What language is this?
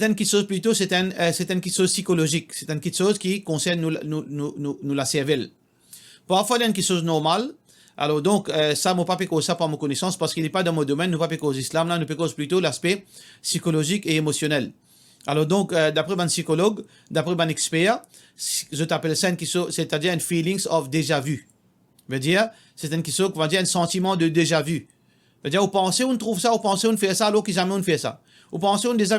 Morisyen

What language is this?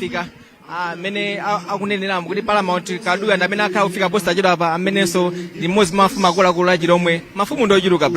Nyanja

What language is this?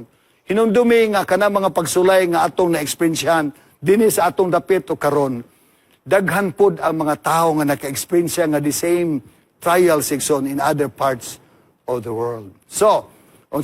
Cebuano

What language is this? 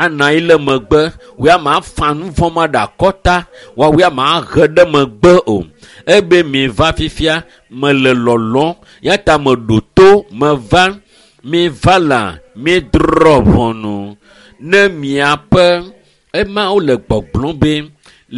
Ewe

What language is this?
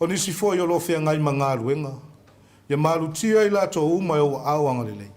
Samoan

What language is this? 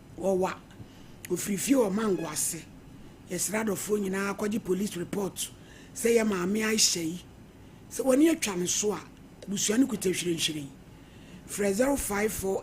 Akan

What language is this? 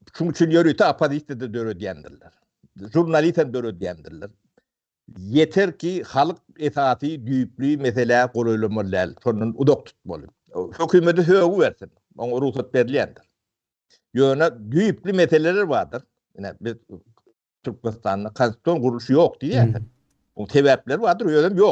Turkmen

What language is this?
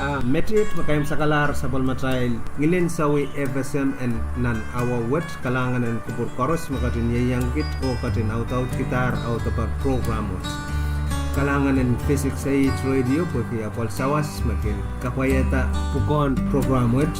Pohnpeian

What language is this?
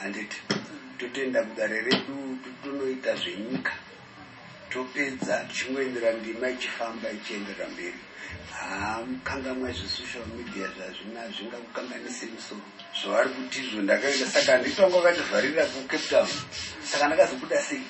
Shona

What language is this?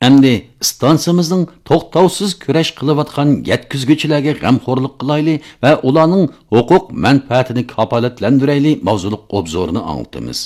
Uyghur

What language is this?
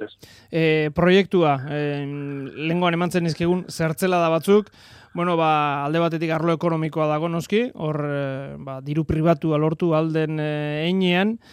Basque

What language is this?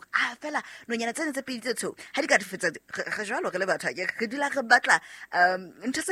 Southern Sotho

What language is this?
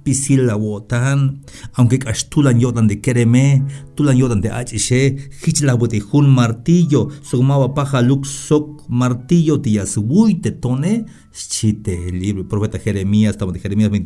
Tzeltal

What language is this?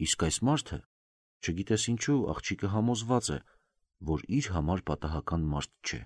Armenian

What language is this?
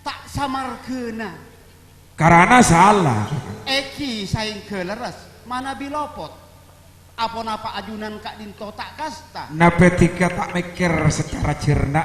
Madurese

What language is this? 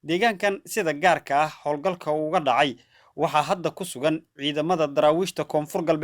Somali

